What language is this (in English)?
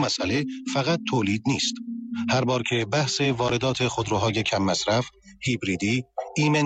Persian